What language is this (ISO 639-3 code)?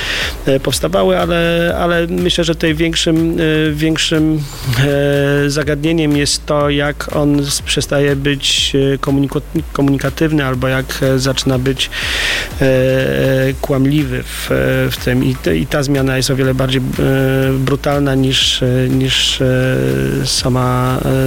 pol